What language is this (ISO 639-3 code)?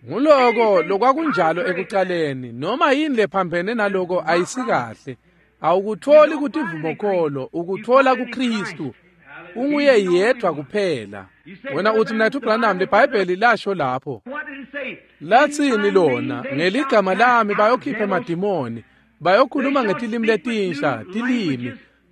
ssw